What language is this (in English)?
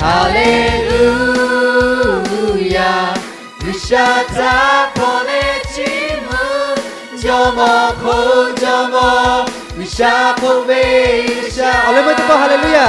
Lahu